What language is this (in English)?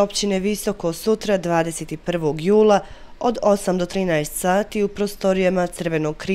Bosnian